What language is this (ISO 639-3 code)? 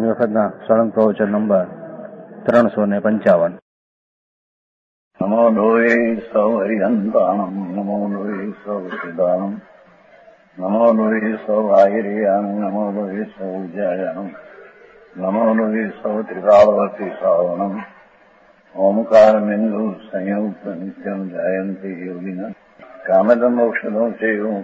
guj